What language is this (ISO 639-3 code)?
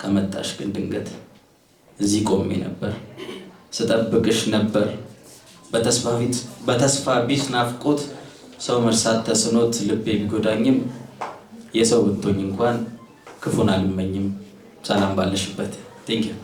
amh